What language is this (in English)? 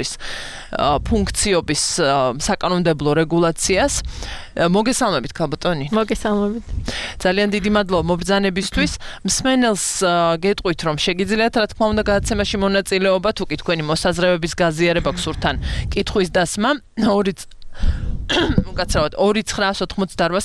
Georgian